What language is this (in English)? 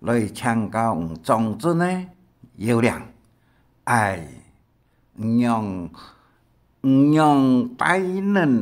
Hakka Chinese